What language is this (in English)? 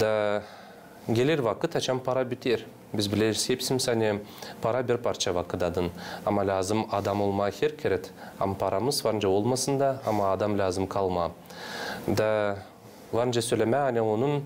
Gagauz